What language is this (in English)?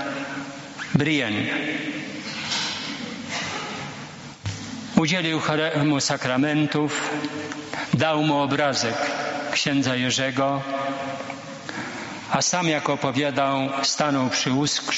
Polish